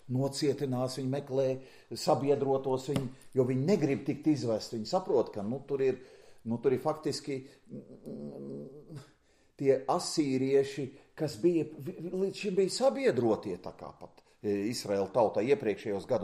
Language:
Latvian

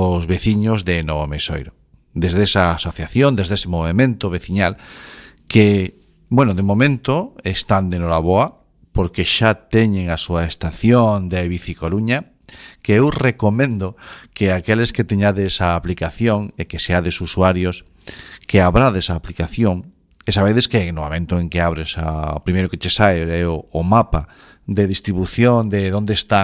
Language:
Galician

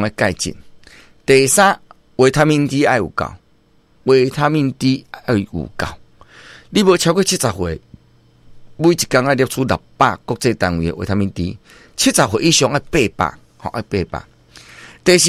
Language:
Min Nan Chinese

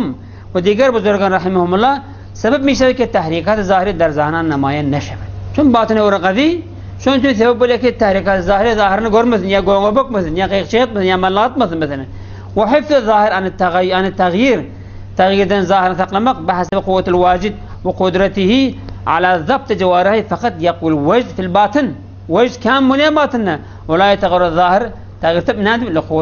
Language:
Turkmen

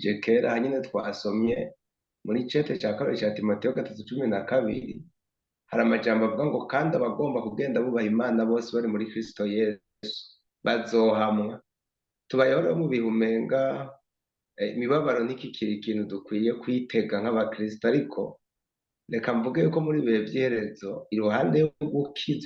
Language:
Rundi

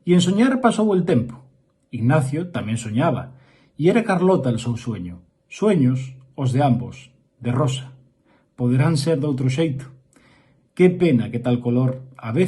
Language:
Asturian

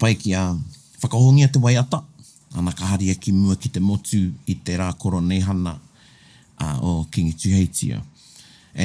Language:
Māori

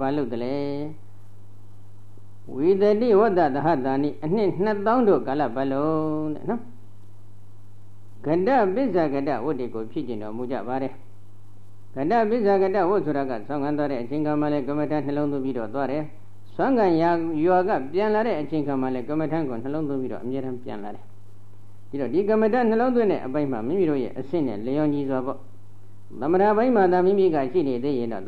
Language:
Burmese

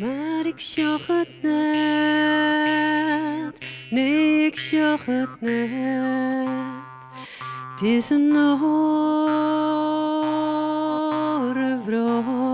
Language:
Western Frisian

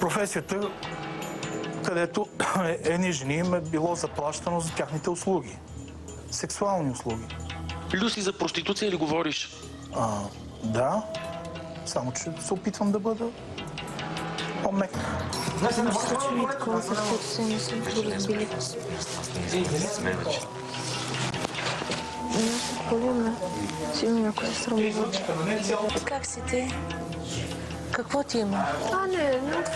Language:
Bulgarian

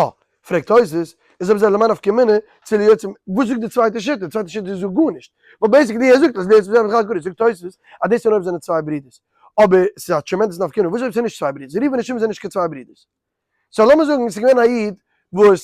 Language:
Yiddish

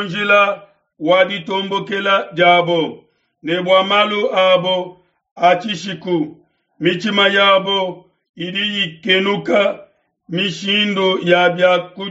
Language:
Luba-Lulua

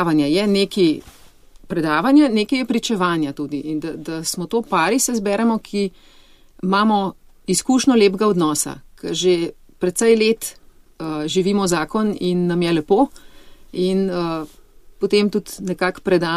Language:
Slovenian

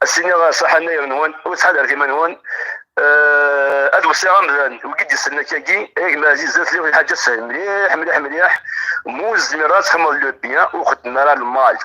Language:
Kabyle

